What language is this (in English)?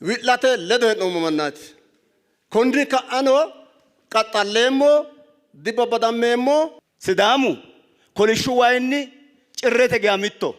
Sidamo